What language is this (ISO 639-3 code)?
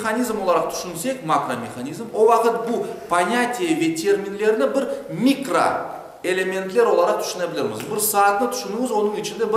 crh